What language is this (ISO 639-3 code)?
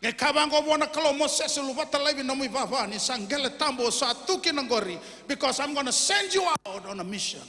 fij